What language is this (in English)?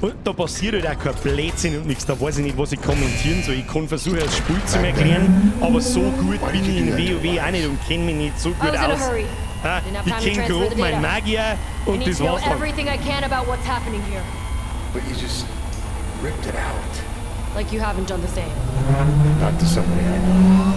Bavarian